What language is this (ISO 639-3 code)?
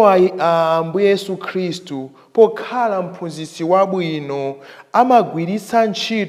nya